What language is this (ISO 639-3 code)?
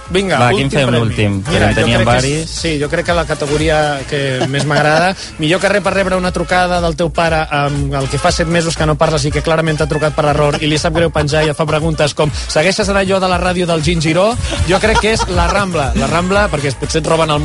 cat